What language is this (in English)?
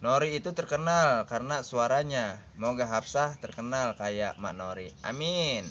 Betawi